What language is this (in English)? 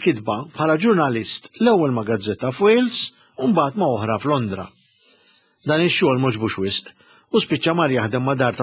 Maltese